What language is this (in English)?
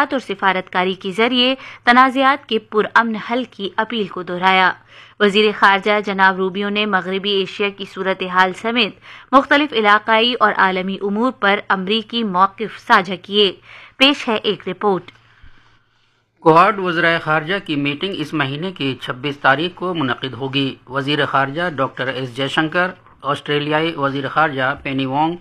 Urdu